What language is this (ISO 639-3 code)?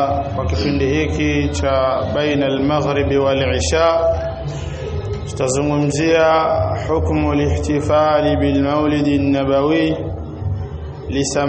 swa